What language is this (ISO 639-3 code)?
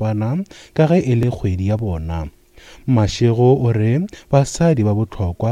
nso